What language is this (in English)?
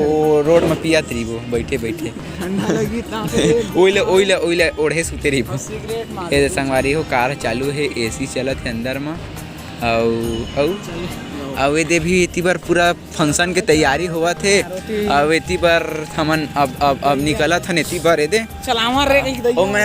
Chhattisgarhi